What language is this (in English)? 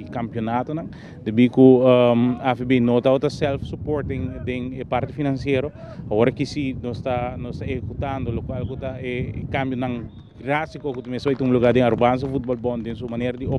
Papiamento